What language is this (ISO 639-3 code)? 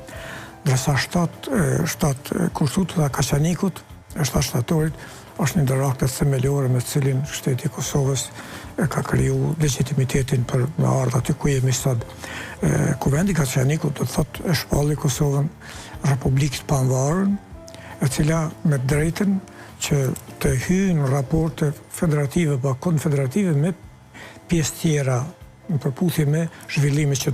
sqi